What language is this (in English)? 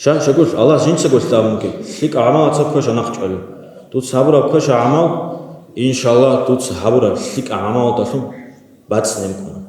Avaric